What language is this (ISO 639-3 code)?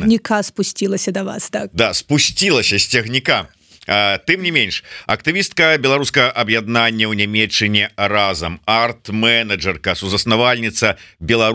bel